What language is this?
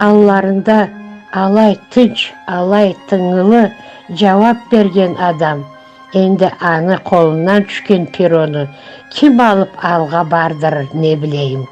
Karachay-Balkar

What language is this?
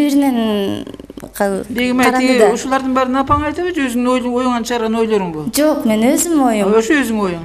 Kyrgyz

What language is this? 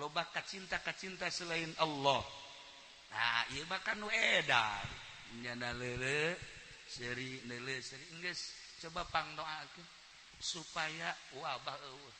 Sundanese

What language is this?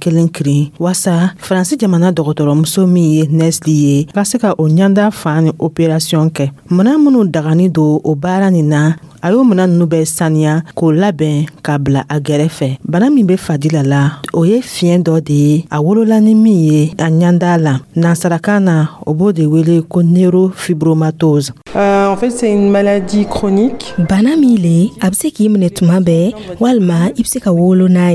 Dyula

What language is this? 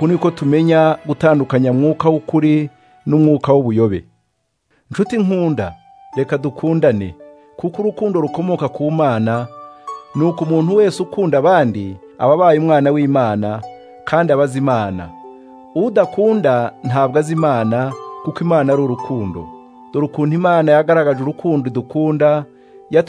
Kinyarwanda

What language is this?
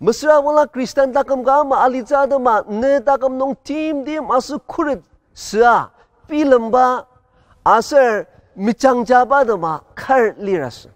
Ao Naga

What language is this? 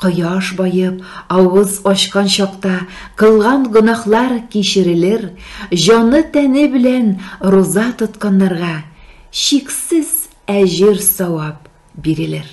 Tatar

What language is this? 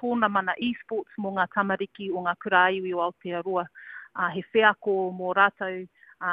Māori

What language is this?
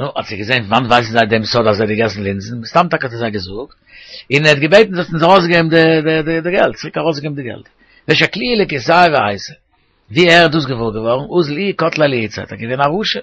Yiddish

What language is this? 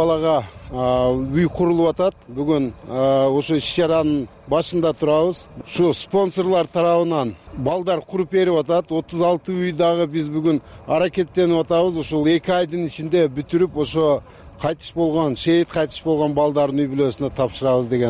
Kyrgyz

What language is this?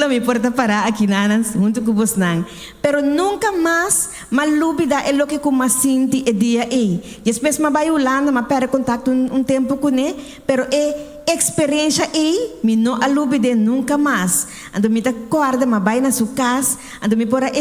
Papiamento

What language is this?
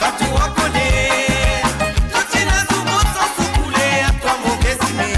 Morisyen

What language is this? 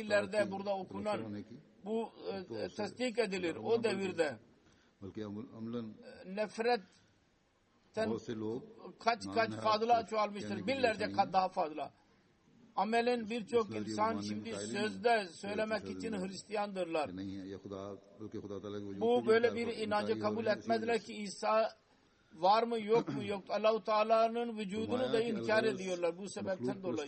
Turkish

